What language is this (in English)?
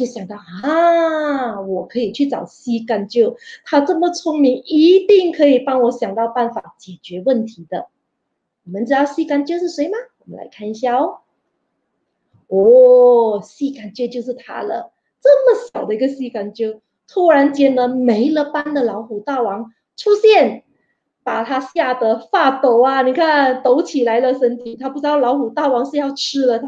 Chinese